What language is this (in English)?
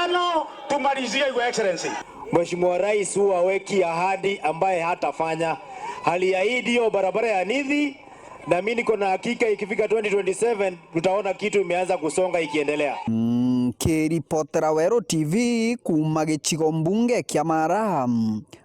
Meru